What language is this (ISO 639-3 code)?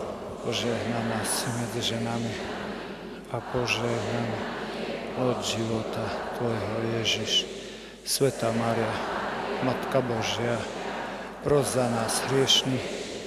slk